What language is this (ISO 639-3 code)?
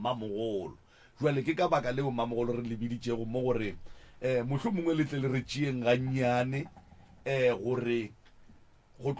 nso